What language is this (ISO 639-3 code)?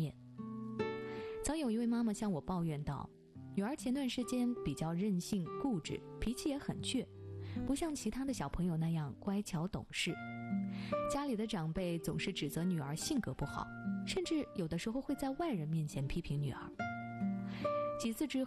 zho